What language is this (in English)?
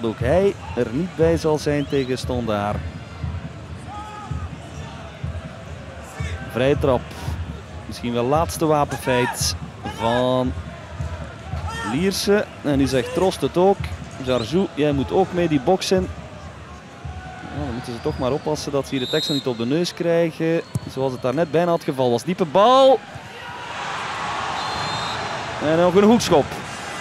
Dutch